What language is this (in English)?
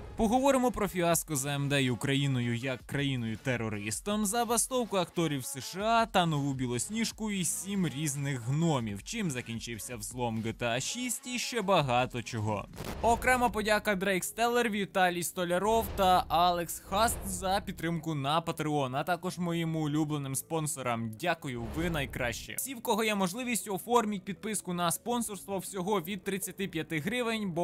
Ukrainian